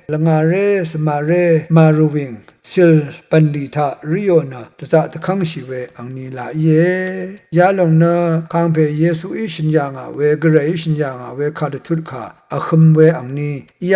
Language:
Rawang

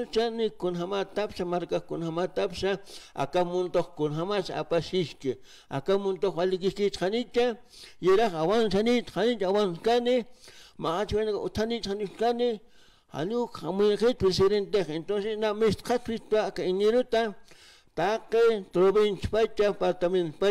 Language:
Aymara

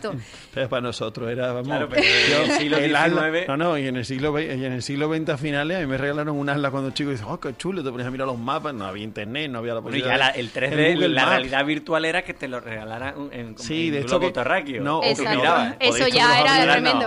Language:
Spanish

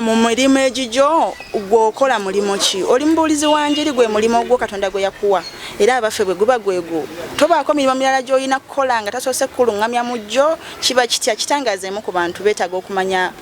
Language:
Ganda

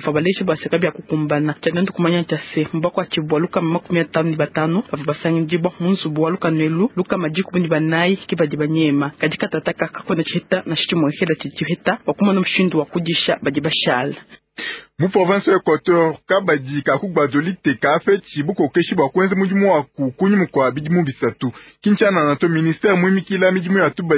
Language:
Luba-Lulua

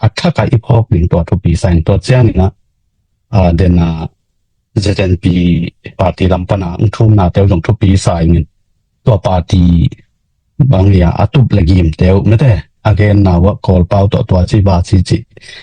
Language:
Tedim Chin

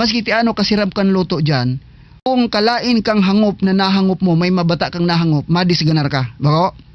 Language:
Bikol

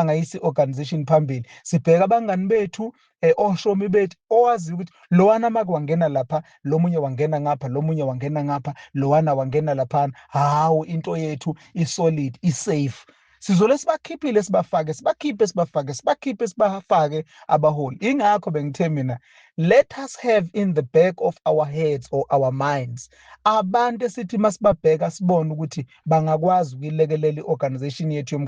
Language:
Zulu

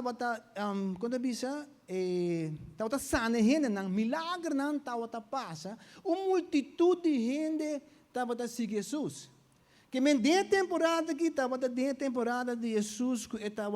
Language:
Papiamento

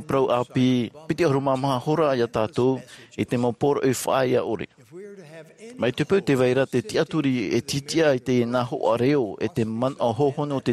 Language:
Tahitian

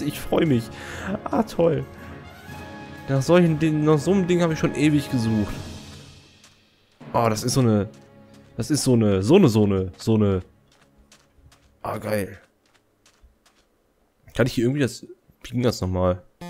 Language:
German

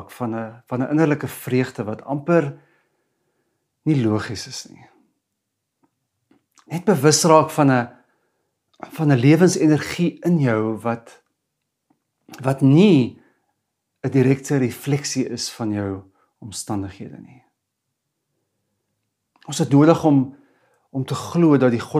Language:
Afrikaans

